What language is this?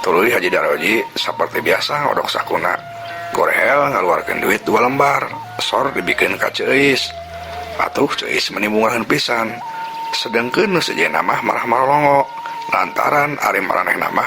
Sundanese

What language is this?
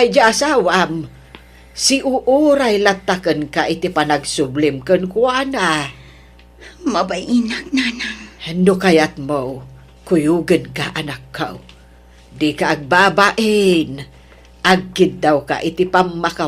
Iloko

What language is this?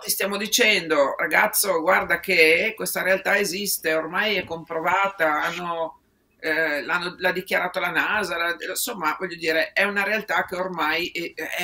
Italian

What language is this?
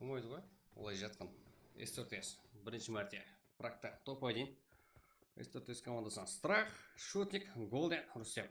Kara-Kalpak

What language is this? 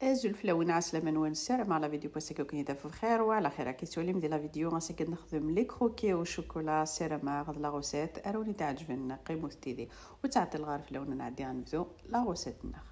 Kabyle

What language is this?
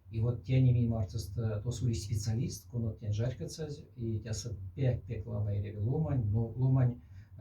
Moksha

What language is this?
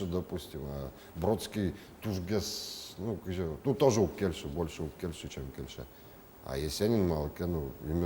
Udmurt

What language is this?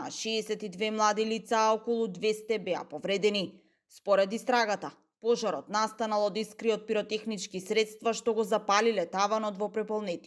Macedonian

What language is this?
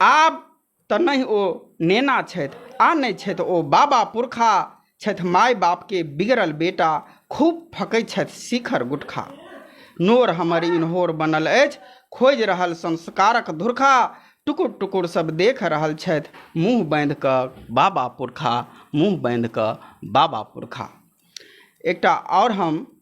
Maithili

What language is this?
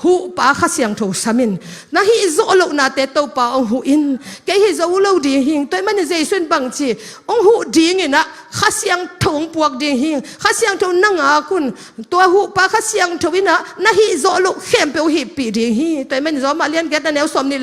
Tedim Chin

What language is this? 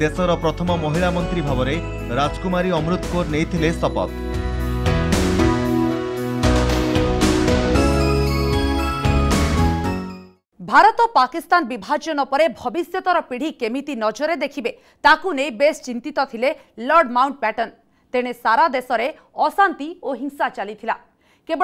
Odia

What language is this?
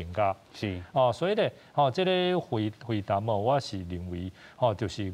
Min Nan Chinese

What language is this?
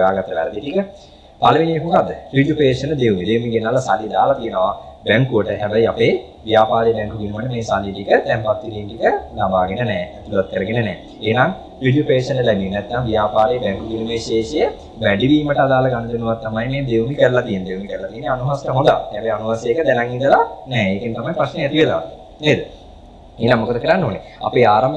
Sinhala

